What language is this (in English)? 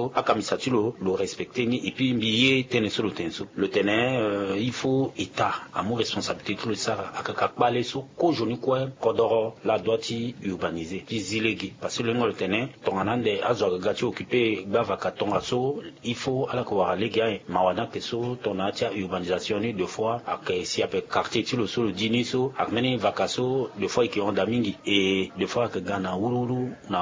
Sango